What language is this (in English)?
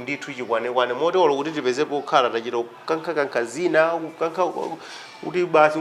Nyanja